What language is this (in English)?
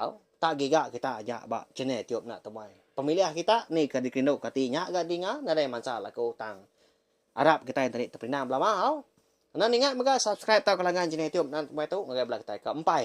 Iban